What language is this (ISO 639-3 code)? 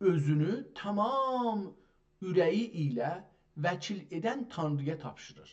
azb